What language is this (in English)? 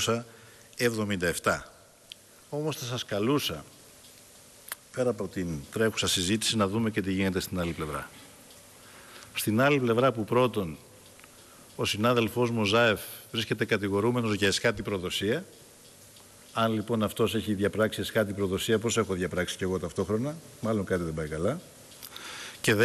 Greek